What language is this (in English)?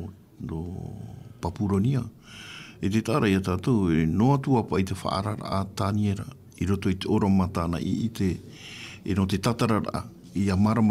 Tahitian